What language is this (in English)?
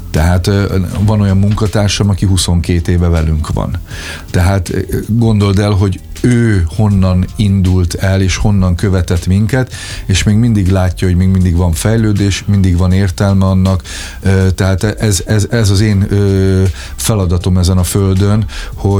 Hungarian